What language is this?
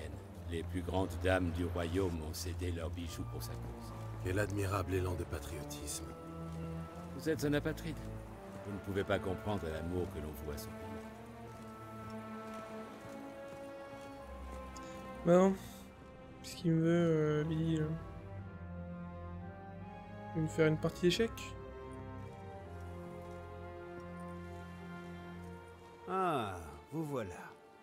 French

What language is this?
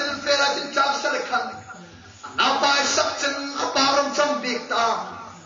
Hmar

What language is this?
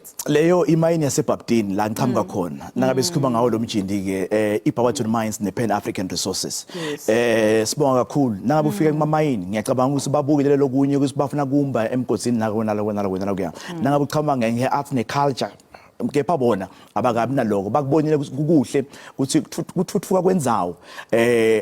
Zulu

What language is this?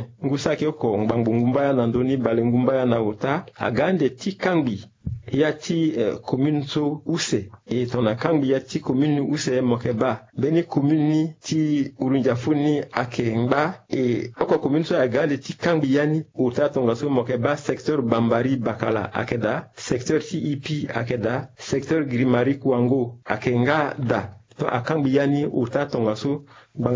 Sango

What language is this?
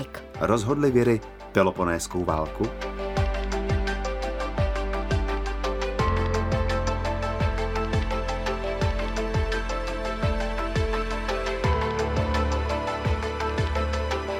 Czech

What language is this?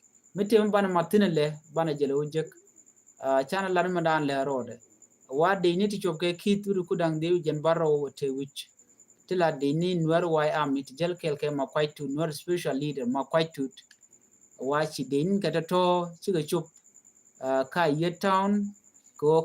Nuer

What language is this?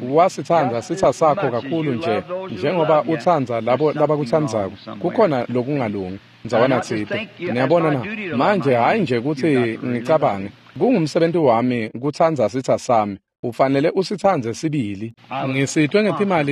Swati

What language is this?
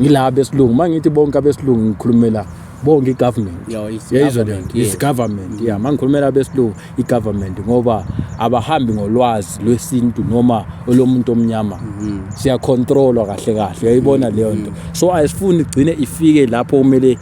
Zulu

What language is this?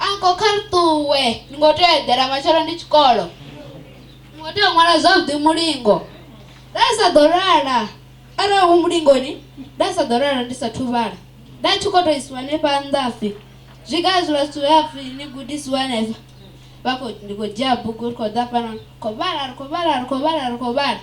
Venda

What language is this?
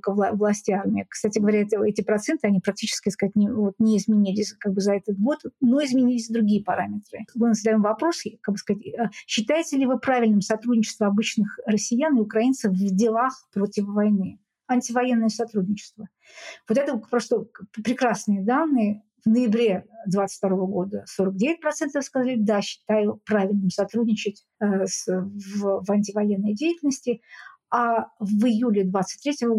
Russian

